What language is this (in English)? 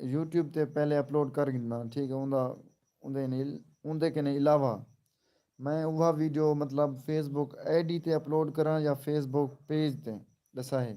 Saraiki